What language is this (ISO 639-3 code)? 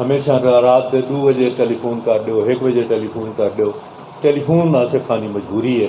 skr